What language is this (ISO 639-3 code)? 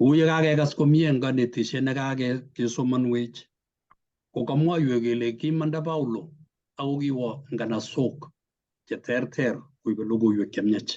kln